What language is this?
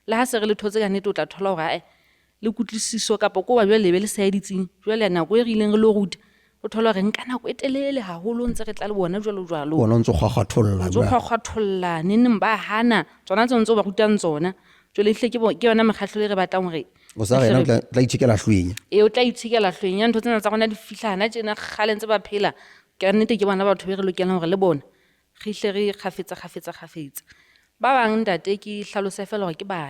Southern Sotho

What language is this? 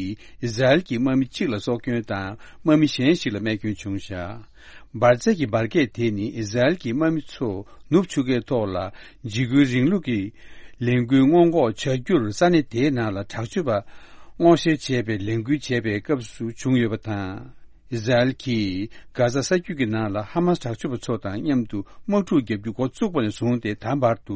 Tibetan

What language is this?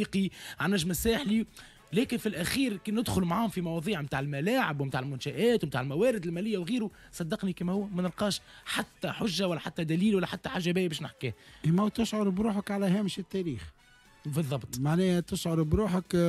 Tunisian Arabic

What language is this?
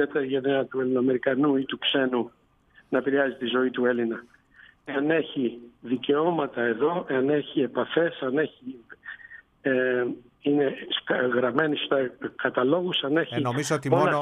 Greek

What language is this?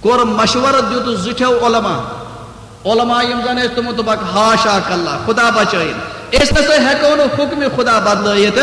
Kashmiri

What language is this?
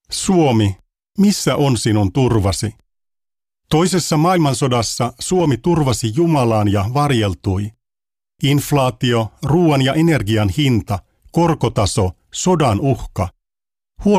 Finnish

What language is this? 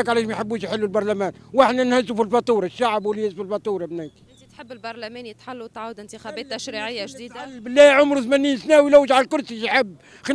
Tunisian Arabic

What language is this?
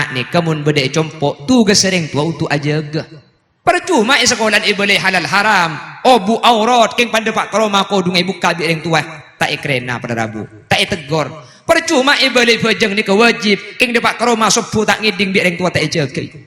Madurese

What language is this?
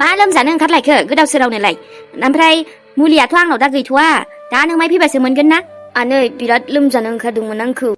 Bodo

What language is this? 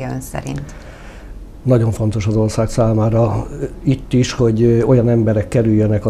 Hungarian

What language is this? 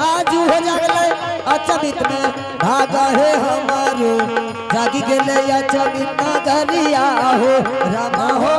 Angika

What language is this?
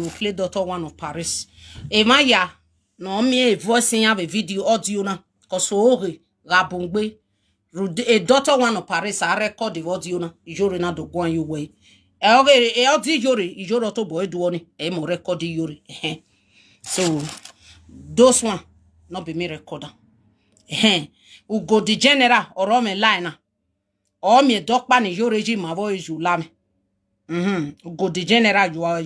Nigerian Pidgin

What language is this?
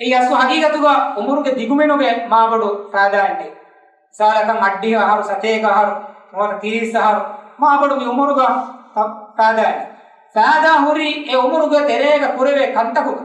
Divehi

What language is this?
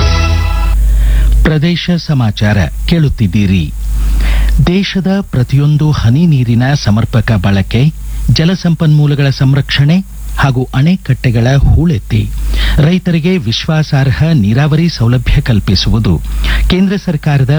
Kannada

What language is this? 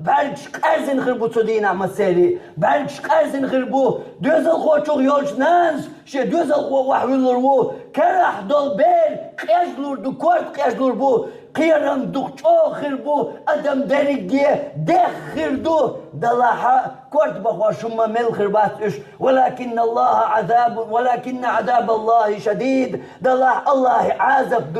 Chechen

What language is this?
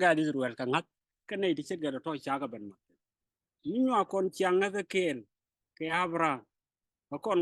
Nuer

